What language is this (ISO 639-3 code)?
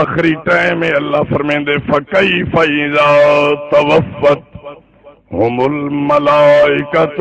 skr